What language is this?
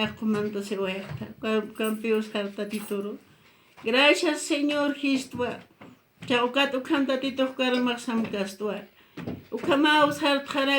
Aymara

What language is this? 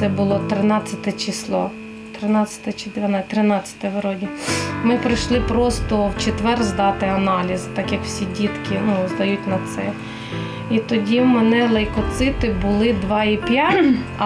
Ukrainian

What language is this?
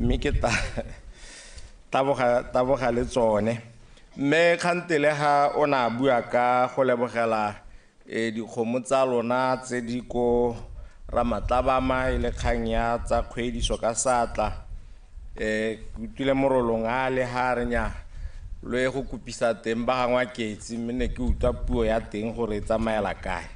Tswana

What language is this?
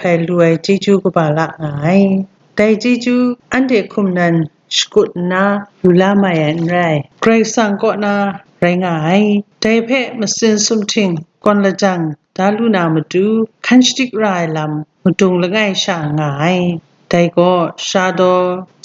Kachin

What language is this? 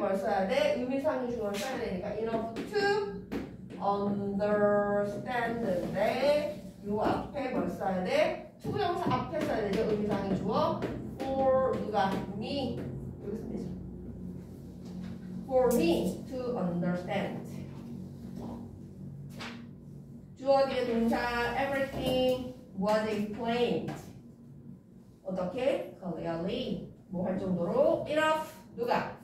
Korean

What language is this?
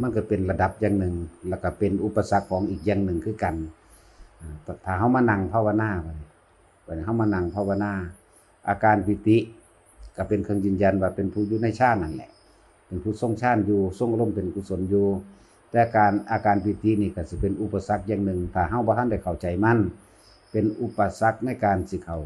Northeastern Thai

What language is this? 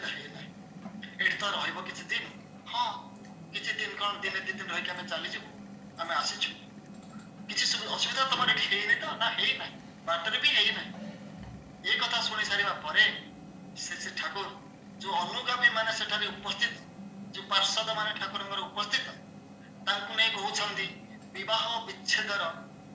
Odia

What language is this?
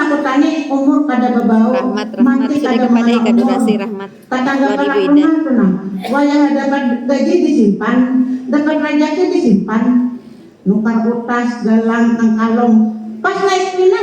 Banjar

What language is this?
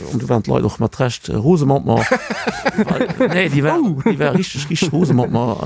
Luxembourgish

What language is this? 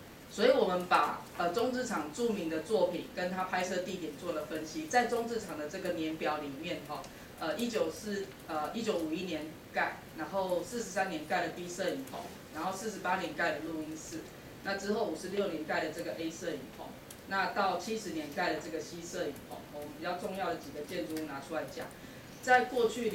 Chinese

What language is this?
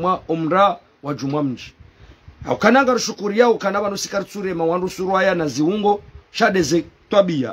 Ngazidja Comorian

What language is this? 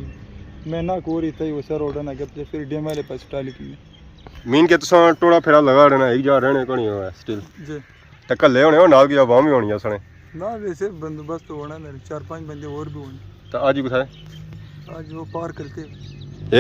Pahari-Potwari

